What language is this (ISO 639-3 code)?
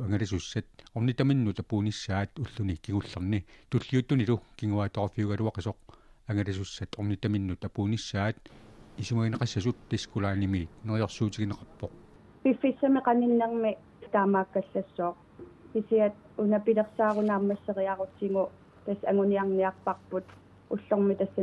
kal